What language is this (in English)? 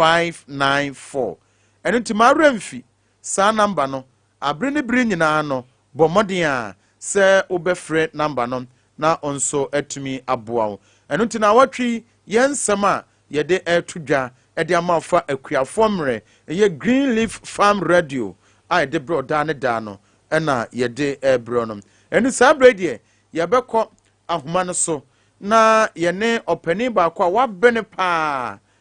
Akan